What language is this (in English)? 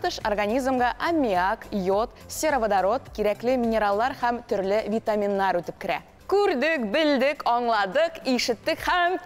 Tatar